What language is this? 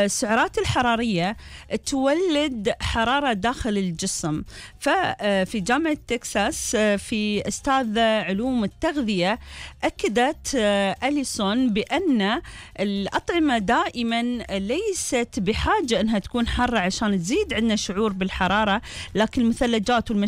Gulf Arabic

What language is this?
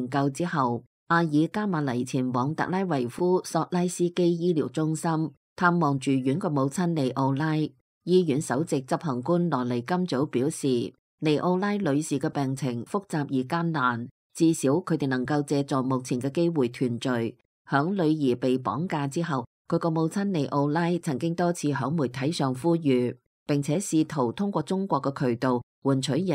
Cantonese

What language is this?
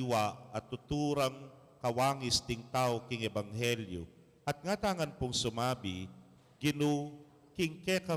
Pampanga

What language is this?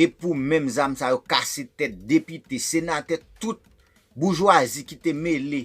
Haitian Creole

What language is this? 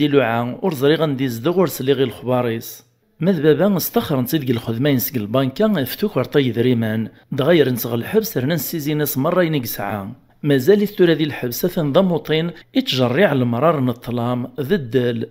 Kabyle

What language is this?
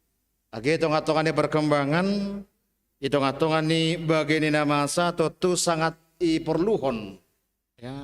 Batak Simalungun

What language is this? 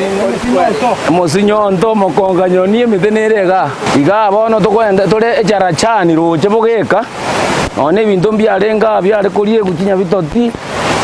Gusii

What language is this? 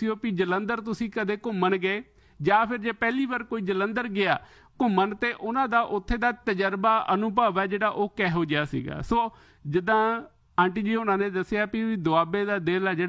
Punjabi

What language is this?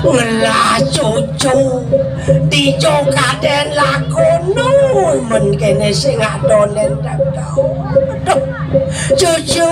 Balinese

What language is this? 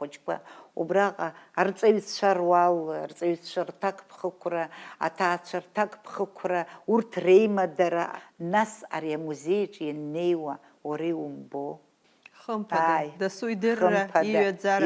Abkhazian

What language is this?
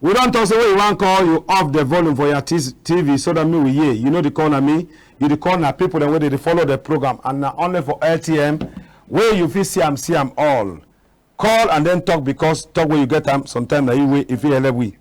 Cameroon Pidgin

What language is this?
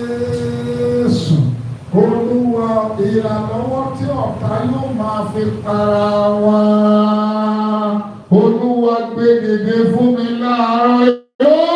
Yoruba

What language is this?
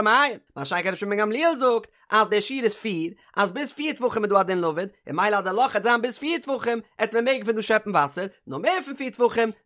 Yiddish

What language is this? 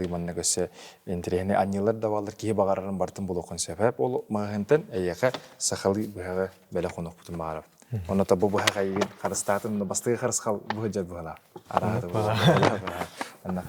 Yakut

